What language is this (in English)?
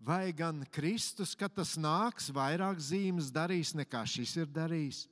Latvian